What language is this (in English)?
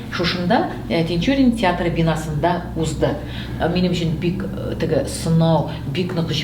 Tatar